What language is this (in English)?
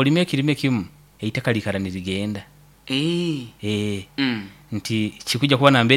Nyoro